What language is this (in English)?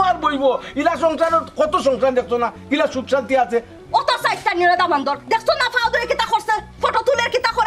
Sylheti